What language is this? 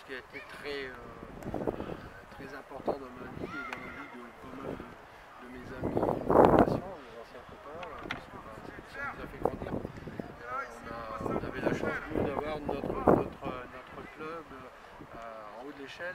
French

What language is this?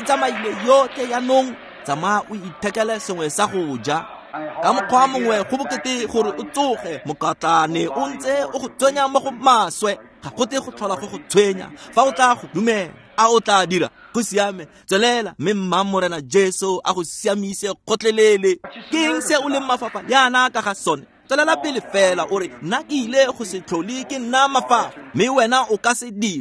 Tswana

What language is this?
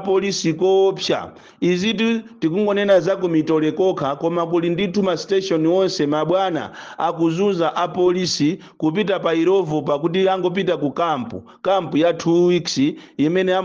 Nyanja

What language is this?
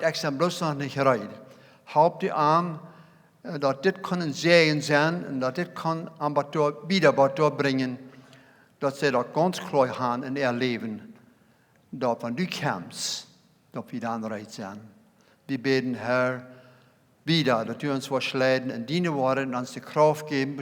Plautdietsch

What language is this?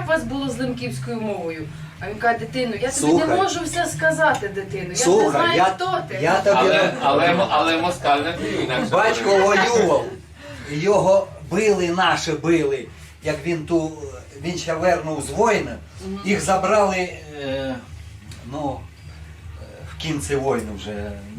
Rusyn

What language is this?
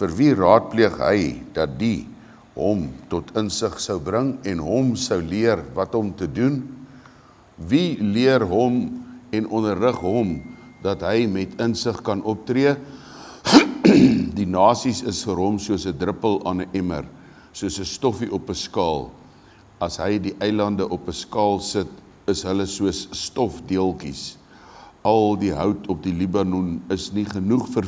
Afrikaans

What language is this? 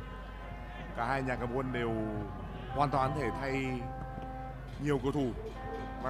Vietnamese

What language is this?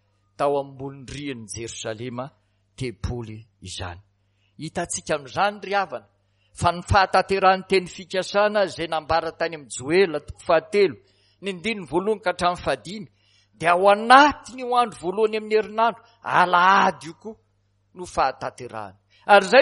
Malagasy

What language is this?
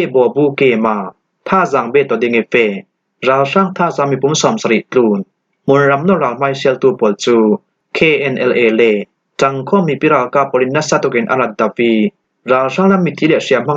Falam Chin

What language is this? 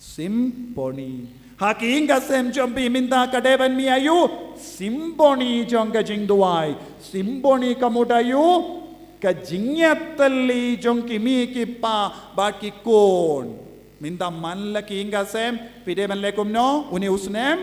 Khasi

